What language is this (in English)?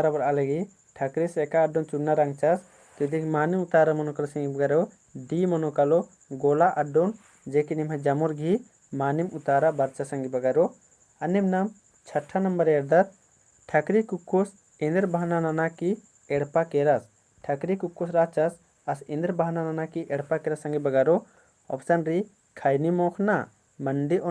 Kurukh